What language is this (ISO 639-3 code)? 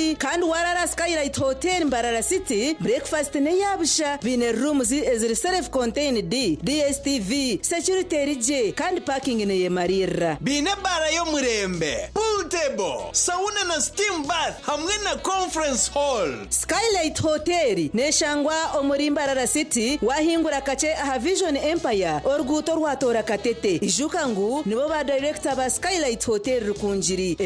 nyn